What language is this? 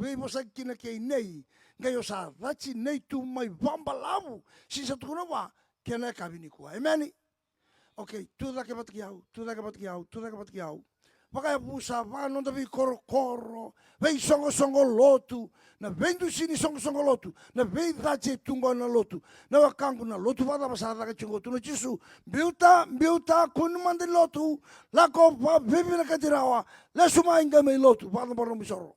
Fijian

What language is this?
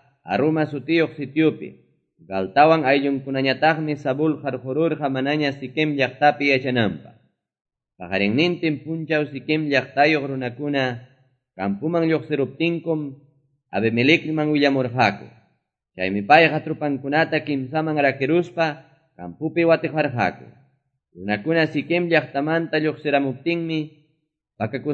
Quechua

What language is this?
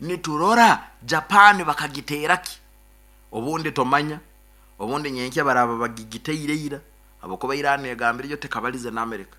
Nyankole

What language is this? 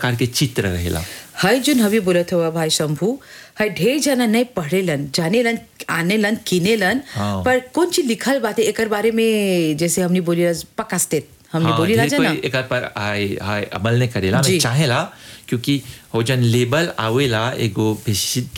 Bhojpuri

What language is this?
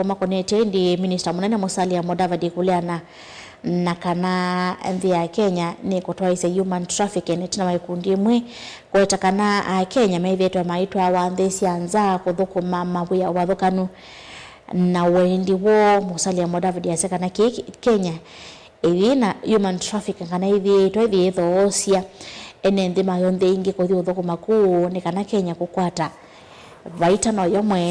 Kamba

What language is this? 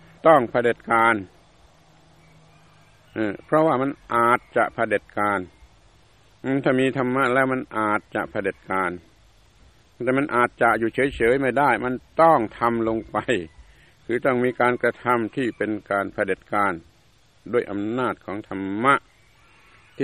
Thai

